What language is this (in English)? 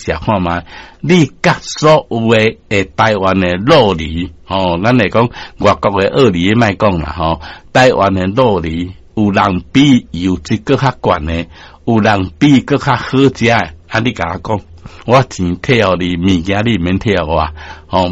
Min Nan Chinese